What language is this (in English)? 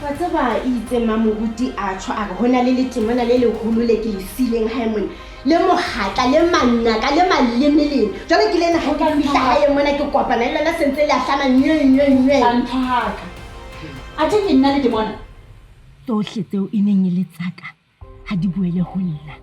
Southern Sotho